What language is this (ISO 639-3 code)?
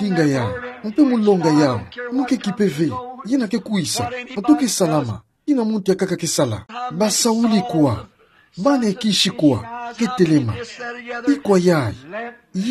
ktu